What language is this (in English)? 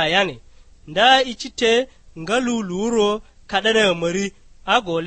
Lugbara